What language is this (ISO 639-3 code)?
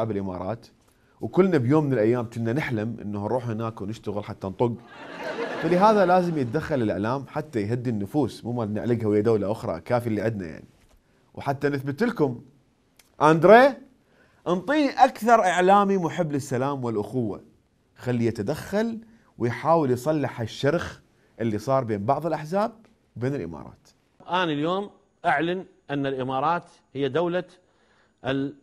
acm